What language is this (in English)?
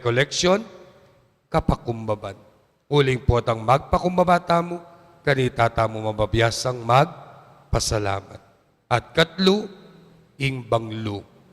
Pampanga